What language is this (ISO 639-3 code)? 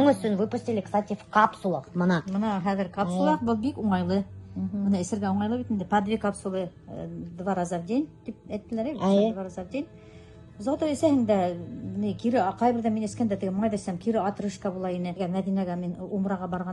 bak